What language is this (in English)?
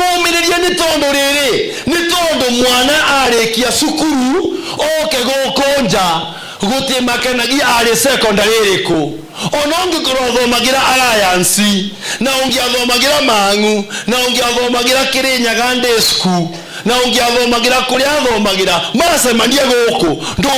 Kikuyu